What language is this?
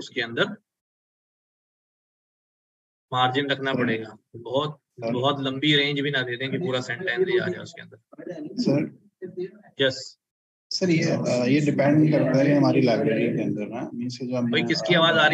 Hindi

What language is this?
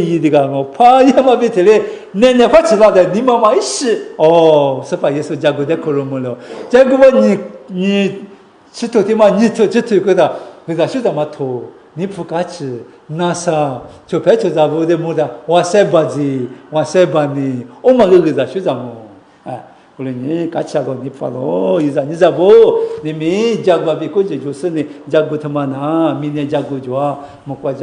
Lisu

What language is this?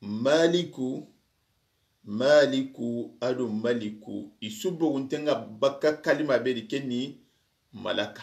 Soninke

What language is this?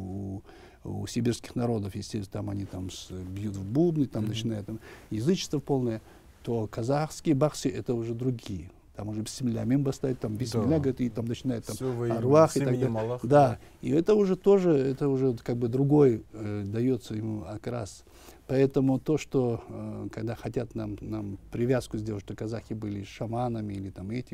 Russian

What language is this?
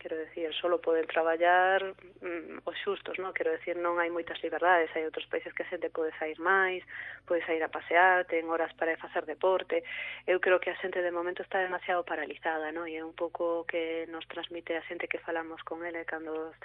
Galician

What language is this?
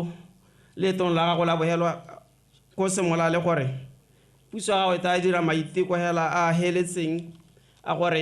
Tswana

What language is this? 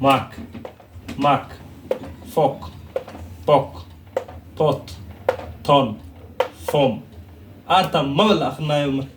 Somali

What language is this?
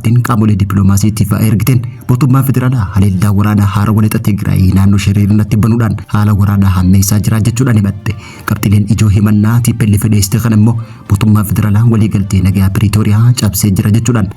Oromo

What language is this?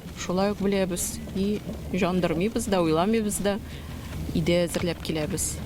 Tatar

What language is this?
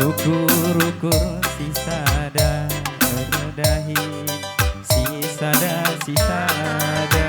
Batak Karo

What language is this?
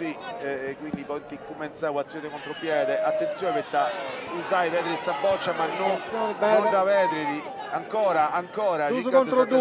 Sardinian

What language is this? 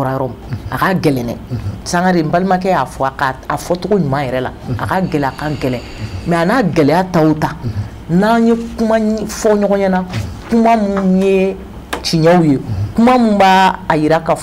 Bambara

